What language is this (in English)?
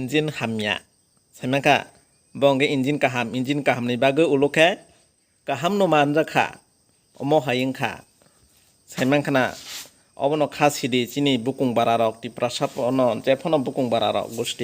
Kok Borok